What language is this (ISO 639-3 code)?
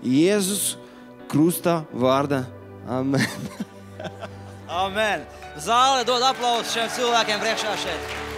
lav